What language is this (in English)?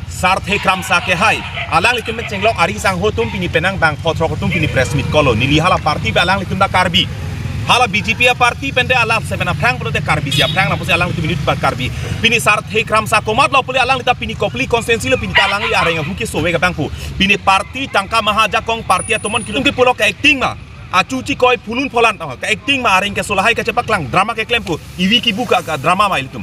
Karbi